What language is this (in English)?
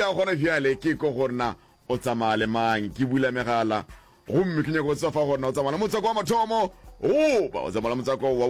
Northern Sotho